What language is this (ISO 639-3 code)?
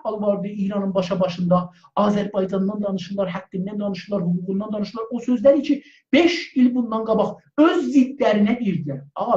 azb